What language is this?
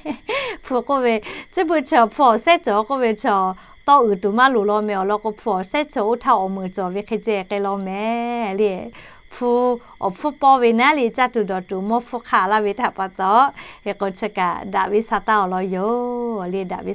Lahu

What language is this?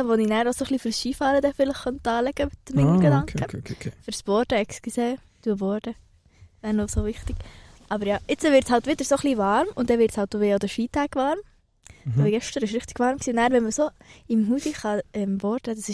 Swiss German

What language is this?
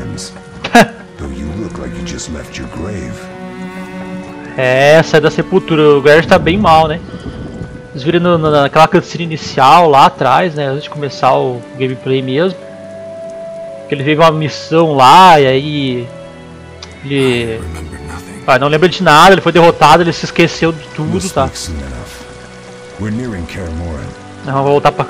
Portuguese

